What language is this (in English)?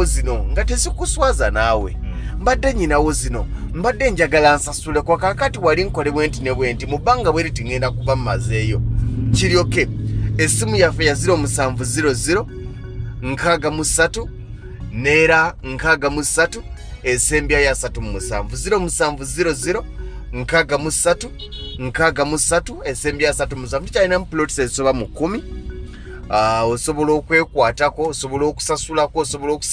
Ganda